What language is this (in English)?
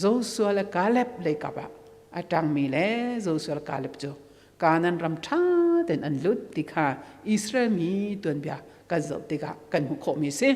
Hakha Chin